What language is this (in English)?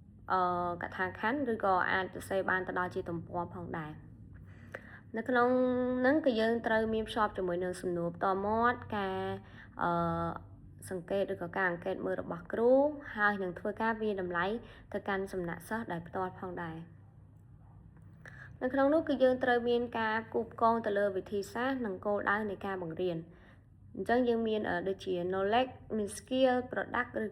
Khmer